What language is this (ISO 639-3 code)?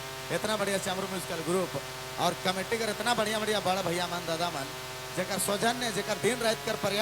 sck